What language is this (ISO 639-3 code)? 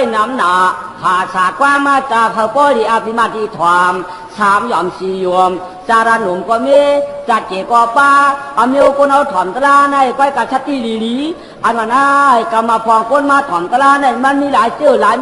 shn